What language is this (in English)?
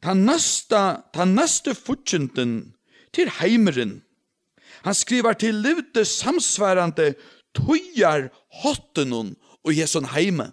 Faroese